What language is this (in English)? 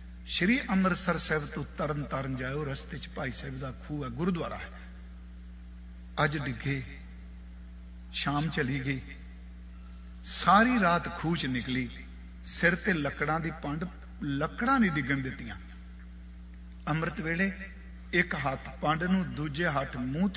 Punjabi